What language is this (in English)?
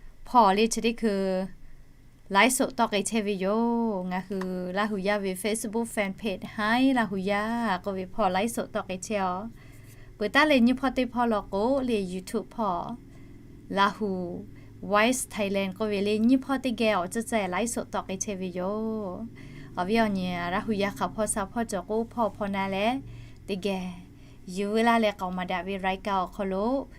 Lahu